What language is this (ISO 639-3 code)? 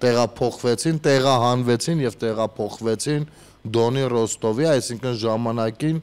hye